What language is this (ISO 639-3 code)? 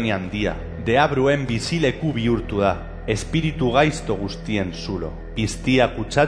eus